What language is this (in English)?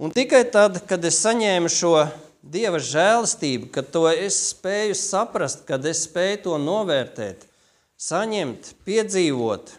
Latvian